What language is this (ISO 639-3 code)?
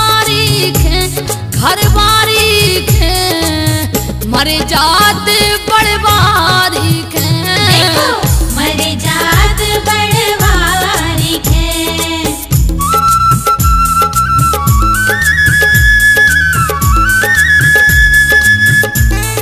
bns